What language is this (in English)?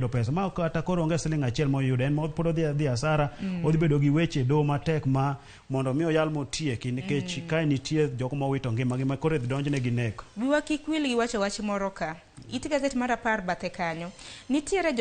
Luo (Kenya and Tanzania)